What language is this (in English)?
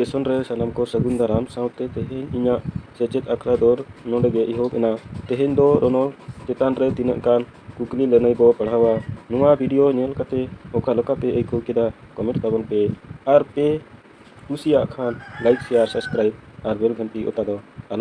Santali